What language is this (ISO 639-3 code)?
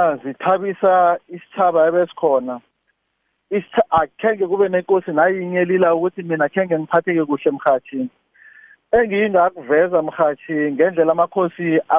nbl